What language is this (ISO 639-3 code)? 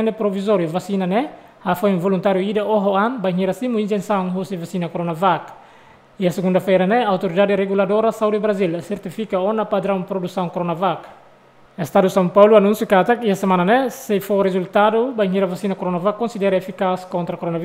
tet